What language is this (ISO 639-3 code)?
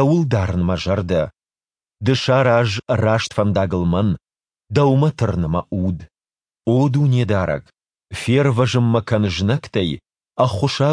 oss